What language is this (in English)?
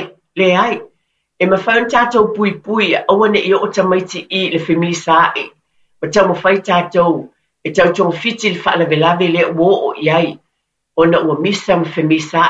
Samoan